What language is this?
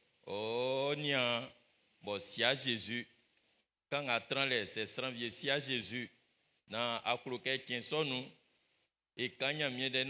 Baoulé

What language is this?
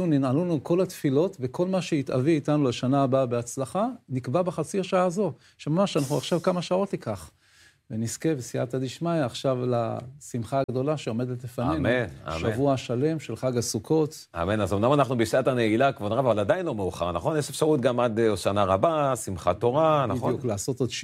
Hebrew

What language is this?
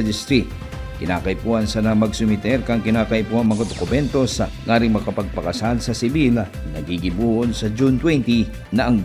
Bikol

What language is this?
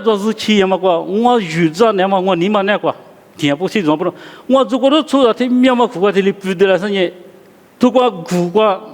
Lisu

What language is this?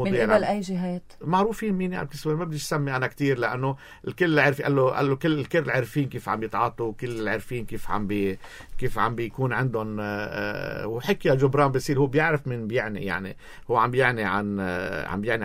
North Levantine Arabic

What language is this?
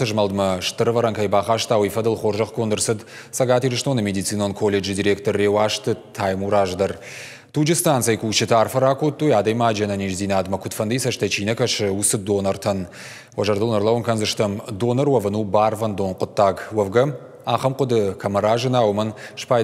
Ossetic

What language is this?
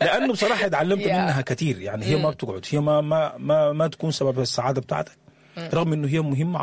Sudanese Arabic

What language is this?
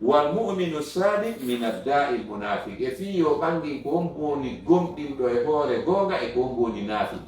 Fula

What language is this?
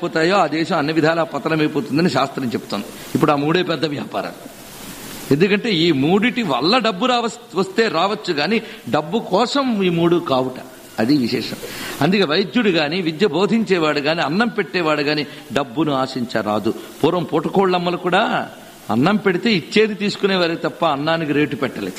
Telugu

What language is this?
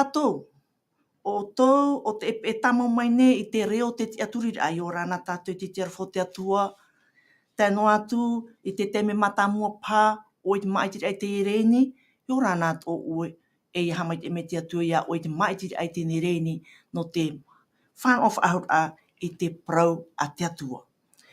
Tahitian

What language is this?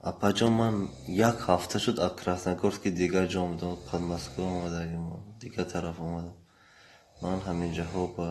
Tajik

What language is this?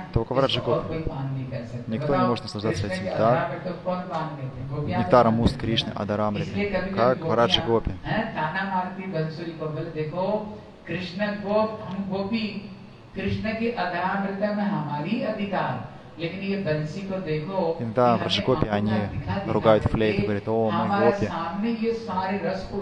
Russian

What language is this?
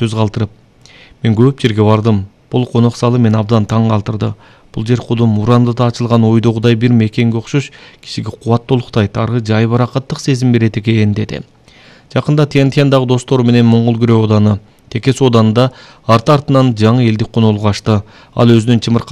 Kyrgyz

